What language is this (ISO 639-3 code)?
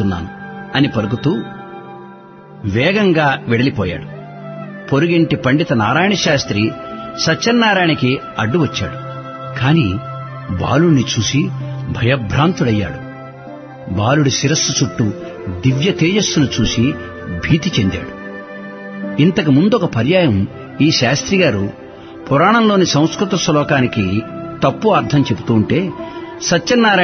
tel